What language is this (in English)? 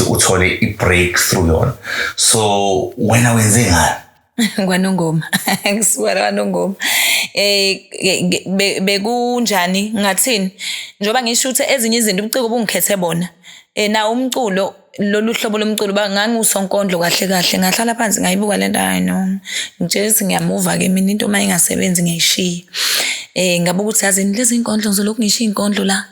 Zulu